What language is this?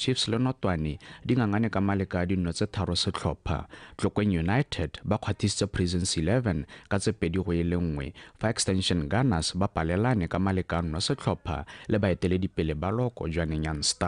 Tswana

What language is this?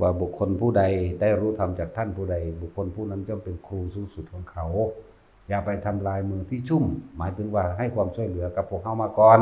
Northeastern Thai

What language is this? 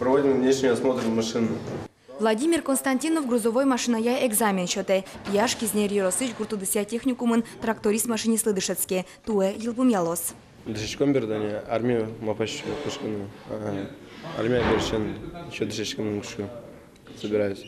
Udmurt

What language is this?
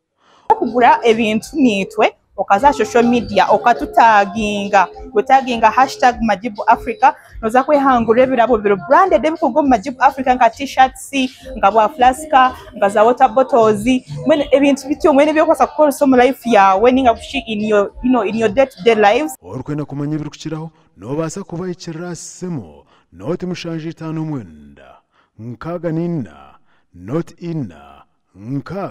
Nyankole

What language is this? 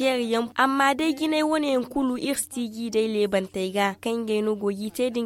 Zarma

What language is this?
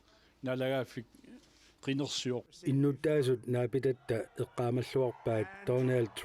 Kalaallisut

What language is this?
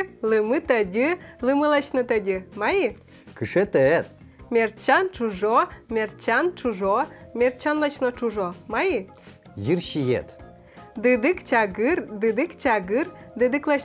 Udmurt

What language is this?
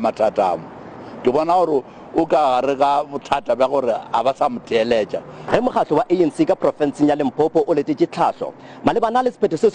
Northern Sotho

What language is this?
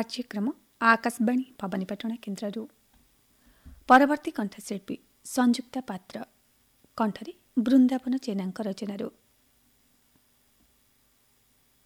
Odia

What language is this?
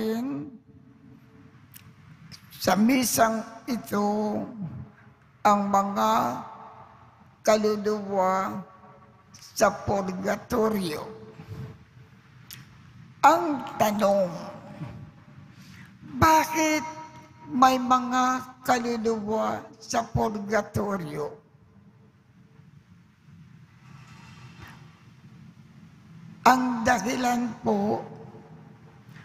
Filipino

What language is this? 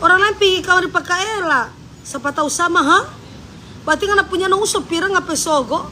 Manado Malay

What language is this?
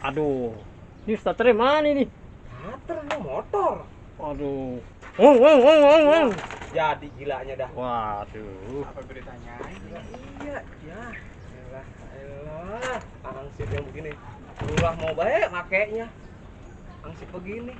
Betawi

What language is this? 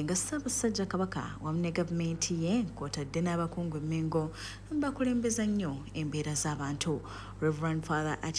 Ganda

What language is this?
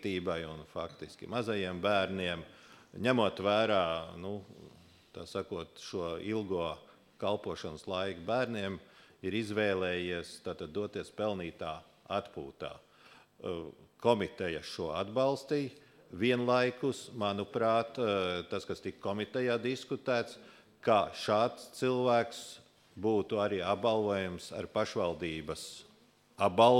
Latvian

